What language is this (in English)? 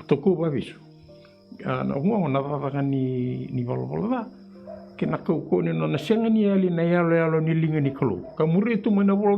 Fijian